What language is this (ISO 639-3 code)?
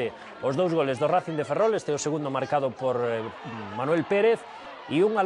glg